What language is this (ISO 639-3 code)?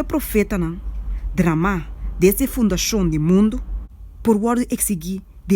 pap